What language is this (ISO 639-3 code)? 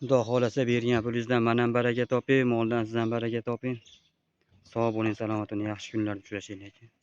uzb